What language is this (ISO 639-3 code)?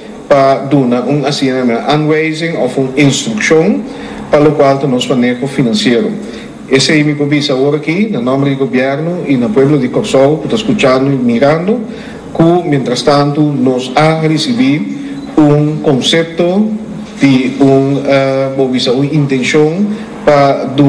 pap